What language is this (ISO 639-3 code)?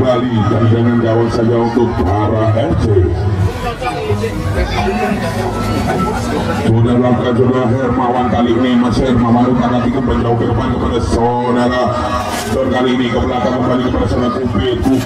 ind